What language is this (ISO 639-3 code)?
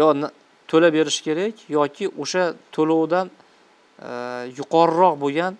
uzb